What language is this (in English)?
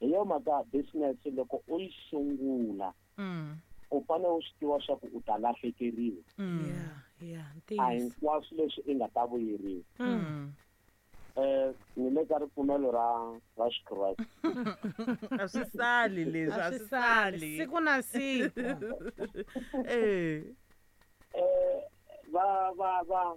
Tsonga